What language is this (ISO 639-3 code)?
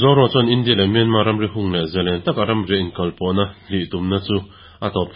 lus